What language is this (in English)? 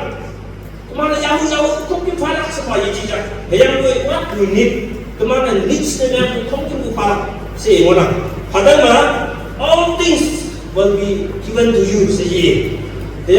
Naga Pidgin